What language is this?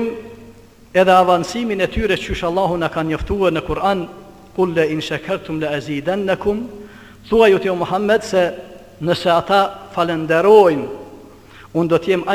Albanian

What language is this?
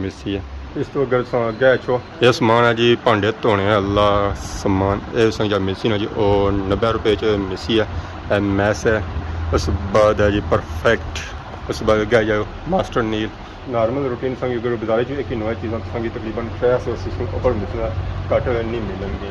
Pahari-Potwari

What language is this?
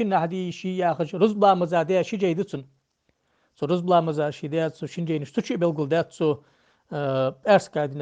Ingush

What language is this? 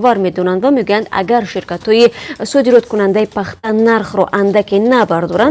Tajik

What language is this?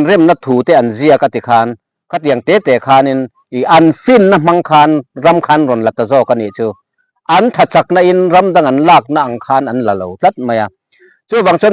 Mizo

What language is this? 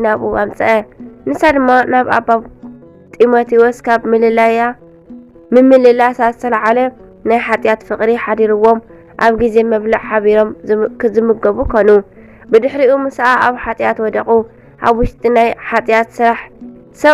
Tigrinya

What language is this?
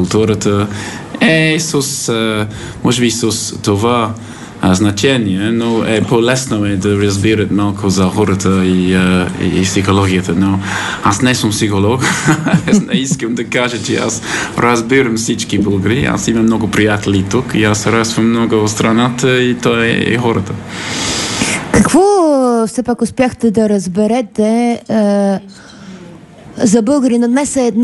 Bulgarian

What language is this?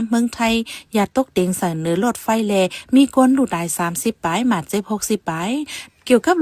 Shan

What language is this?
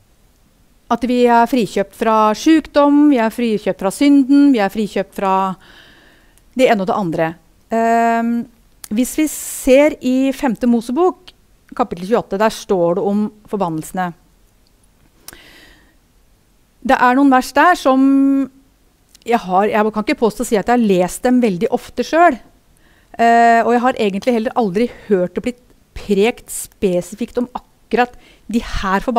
Norwegian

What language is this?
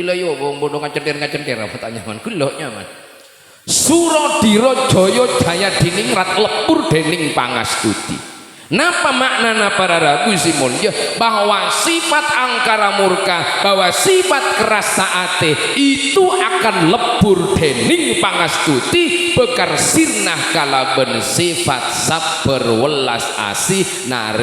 Madurese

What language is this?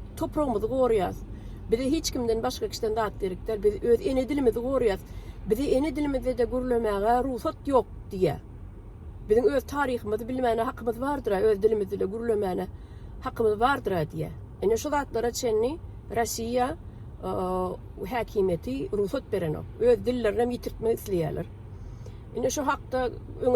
Turkmen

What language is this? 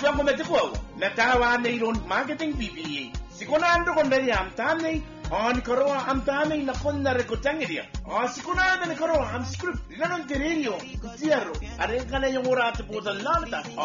Gilbertese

